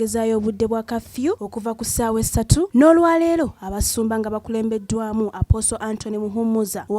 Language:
Ganda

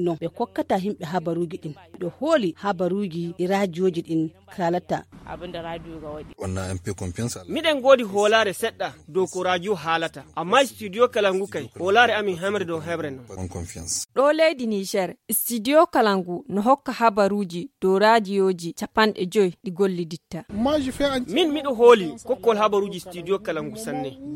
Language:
Fula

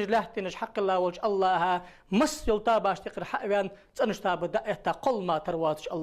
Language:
Ingush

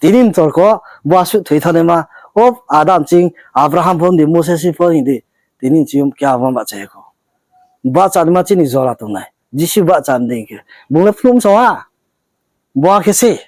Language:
Riang (India)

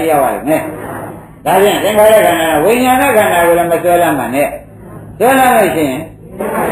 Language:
Burmese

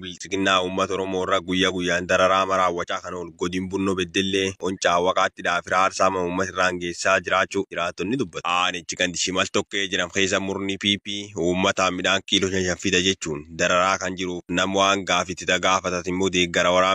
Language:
Oromo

